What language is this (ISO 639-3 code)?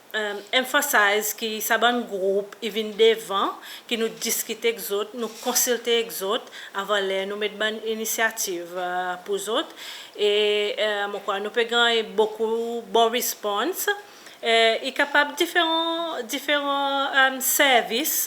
crs